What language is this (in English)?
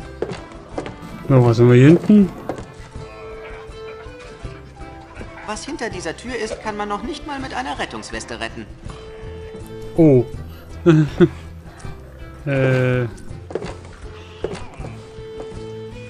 German